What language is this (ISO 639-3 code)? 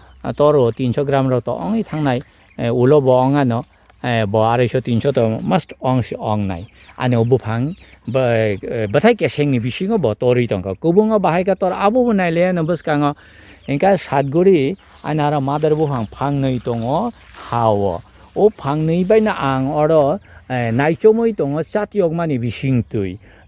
trp